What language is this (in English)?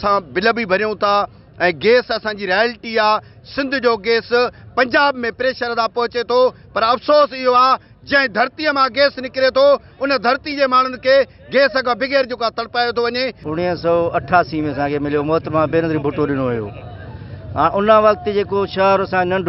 Sindhi